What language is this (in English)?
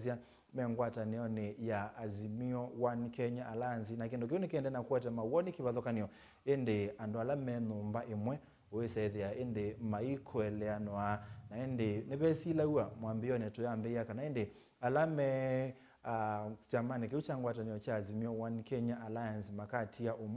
Kamba